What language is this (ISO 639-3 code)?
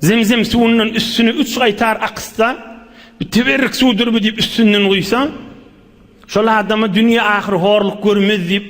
tuk